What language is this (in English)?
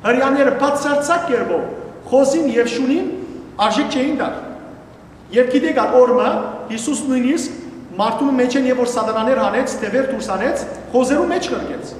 Western Armenian